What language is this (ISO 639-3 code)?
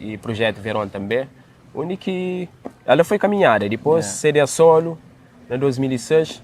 kea